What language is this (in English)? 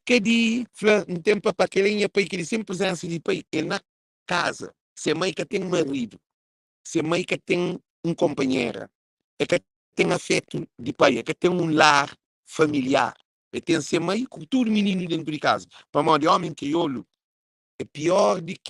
Kabuverdianu